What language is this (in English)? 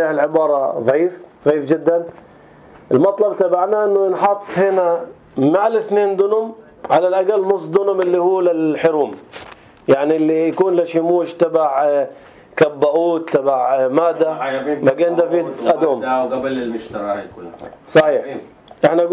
North Levantine Arabic